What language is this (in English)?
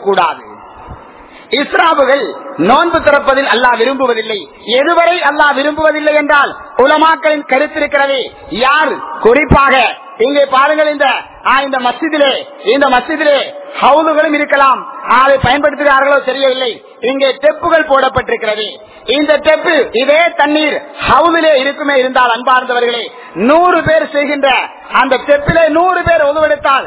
Tamil